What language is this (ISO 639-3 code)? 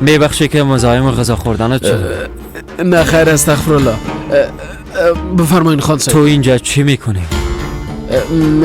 fas